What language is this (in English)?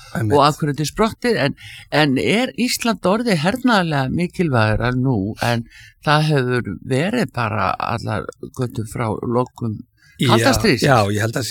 Icelandic